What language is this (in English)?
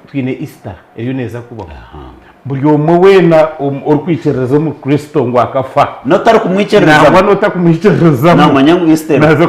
Nyankole